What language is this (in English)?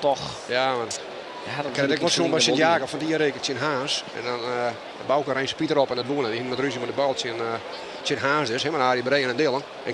Western Frisian